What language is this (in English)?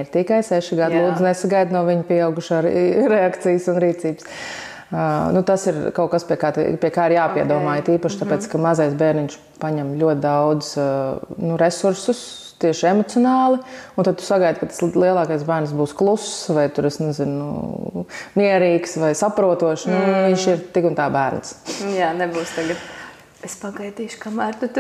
Latvian